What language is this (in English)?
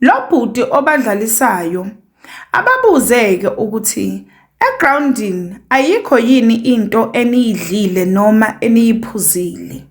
Zulu